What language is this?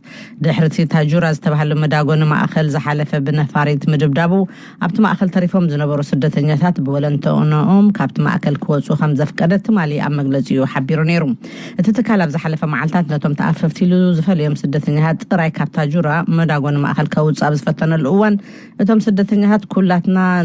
Tigrinya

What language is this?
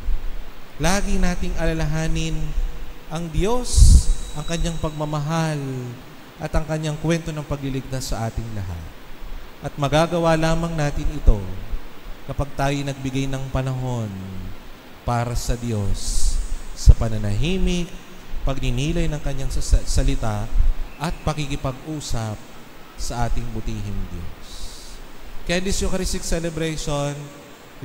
Filipino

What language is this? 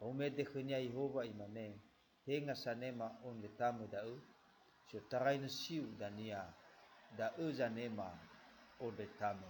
Nias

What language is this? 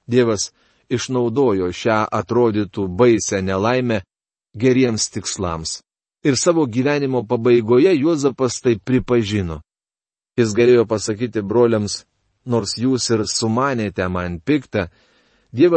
Lithuanian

